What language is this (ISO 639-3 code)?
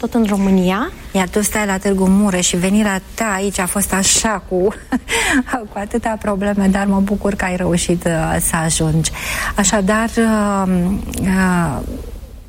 ron